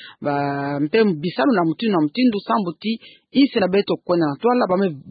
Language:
Kituba (Democratic Republic of Congo)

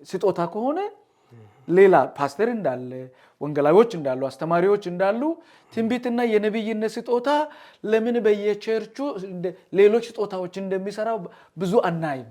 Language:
Amharic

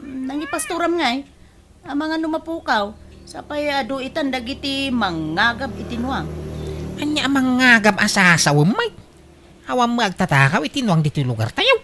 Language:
Iloko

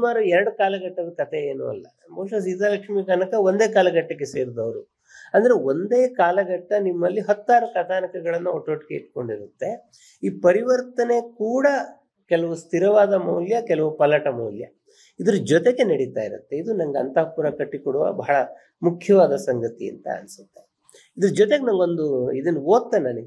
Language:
Kannada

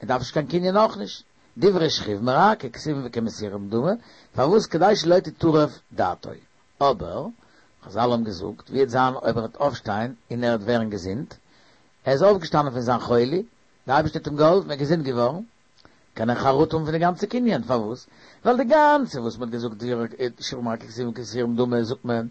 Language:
Yiddish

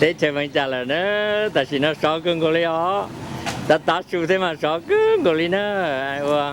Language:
Hmong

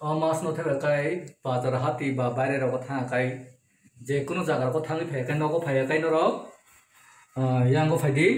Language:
Kok Borok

